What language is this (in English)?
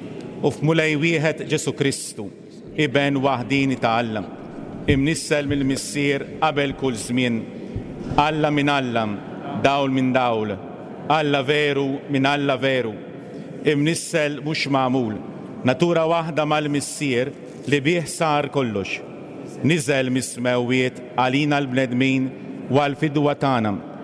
Maltese